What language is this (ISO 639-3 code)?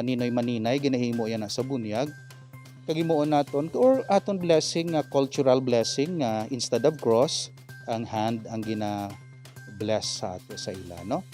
hil